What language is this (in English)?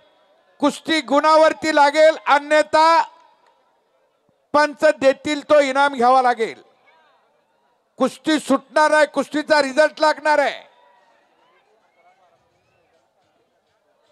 Marathi